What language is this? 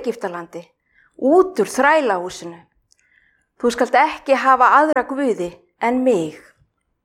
Icelandic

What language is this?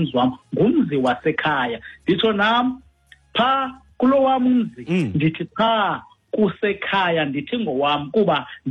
Xhosa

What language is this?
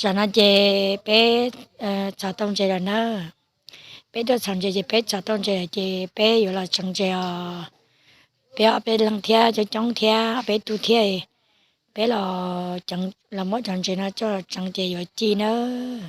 Hmong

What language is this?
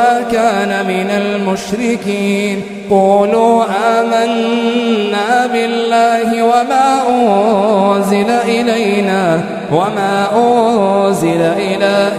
Arabic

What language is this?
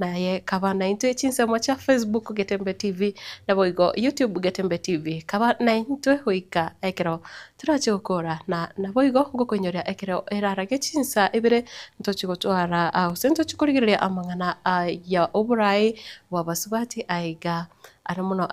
Gusii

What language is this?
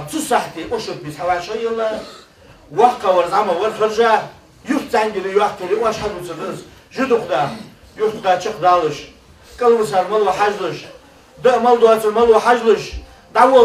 Ingush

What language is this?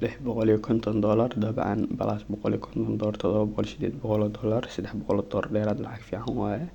Somali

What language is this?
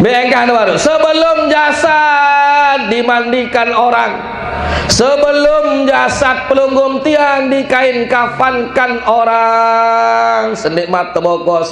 Sasak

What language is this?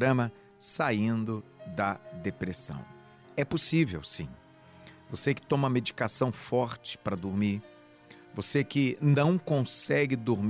Portuguese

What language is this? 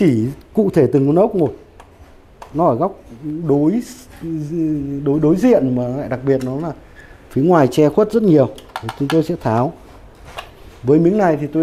Vietnamese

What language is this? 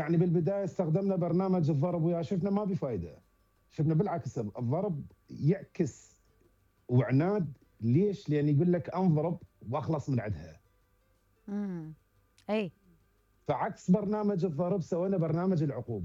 Mesopotamian Arabic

